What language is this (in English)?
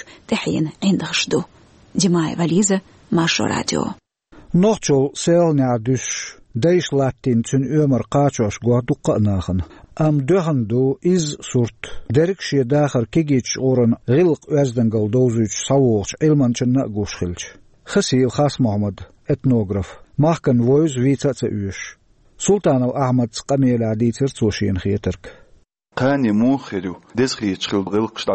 Chechen